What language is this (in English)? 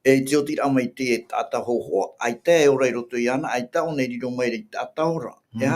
Tahitian